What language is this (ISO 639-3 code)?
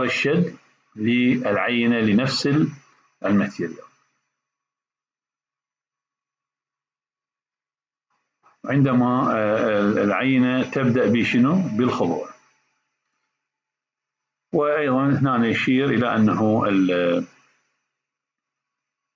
acm